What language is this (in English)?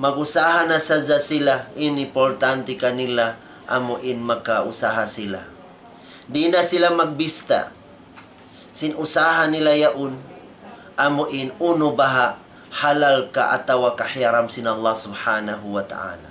Tausug